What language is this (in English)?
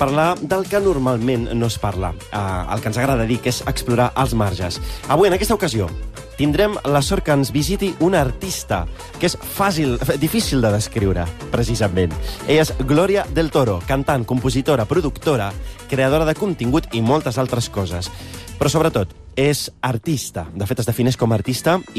Catalan